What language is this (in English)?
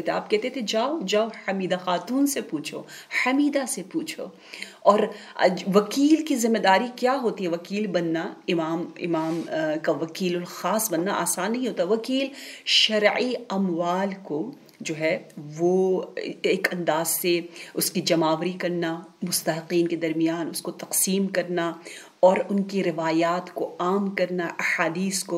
Urdu